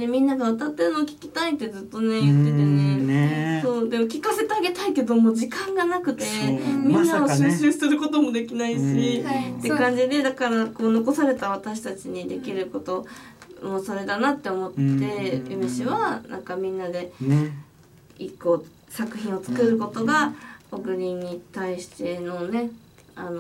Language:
Japanese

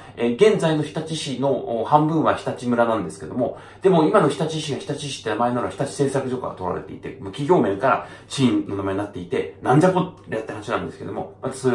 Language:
Japanese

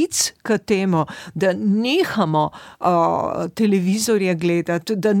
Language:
Slovenian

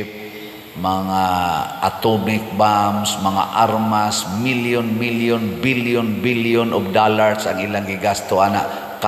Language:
Cebuano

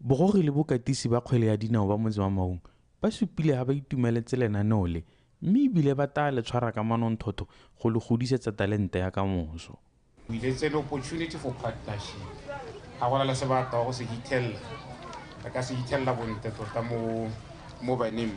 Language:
Tswana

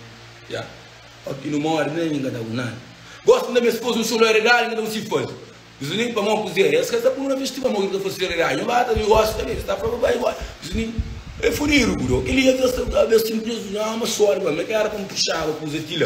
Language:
Kabuverdianu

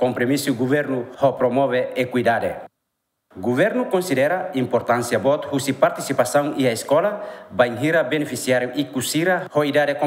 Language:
Tetum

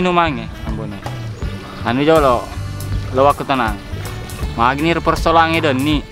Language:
Buginese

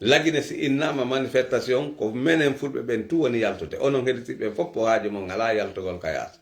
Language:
Pular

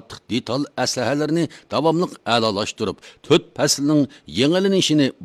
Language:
Uyghur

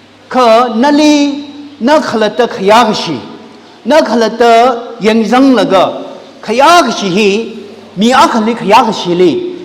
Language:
Tangkhul Naga (India)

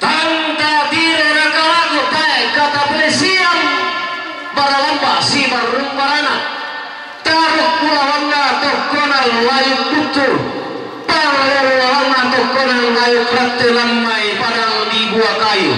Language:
Toraja-Sa'dan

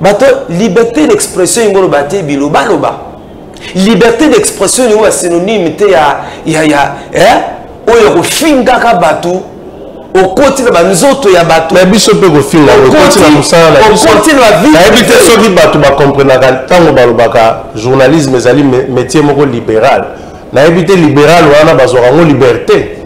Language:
Lingala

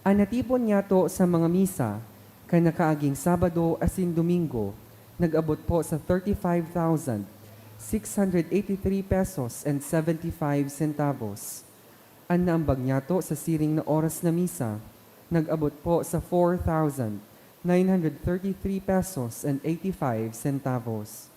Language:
Bikol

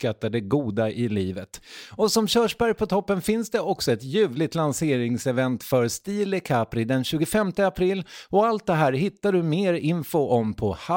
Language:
Swedish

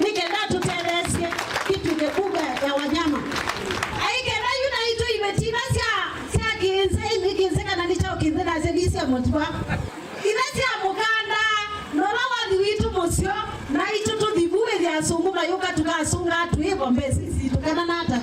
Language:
Kamba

